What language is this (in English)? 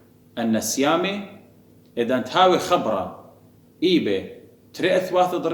Assyrian Neo-Aramaic